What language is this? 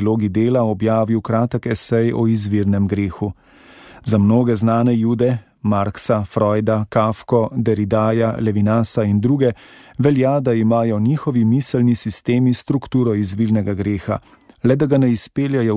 Slovenian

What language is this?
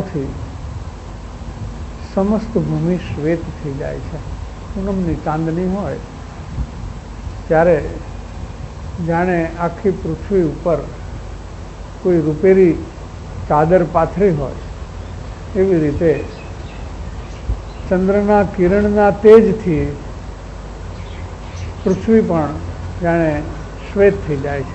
Gujarati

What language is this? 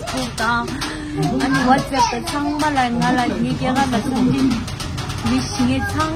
Tibetan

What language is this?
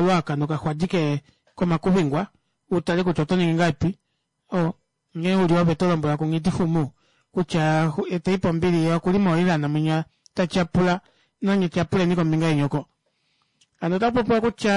Kuanyama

